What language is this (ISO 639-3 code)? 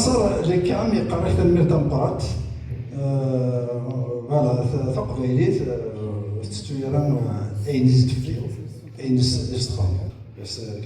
kab